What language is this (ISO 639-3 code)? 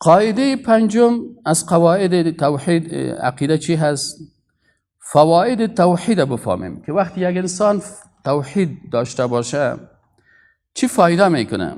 fas